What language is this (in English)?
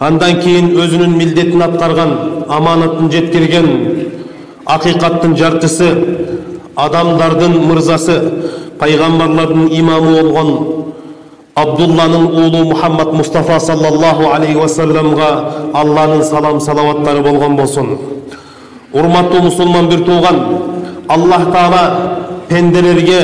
Kyrgyz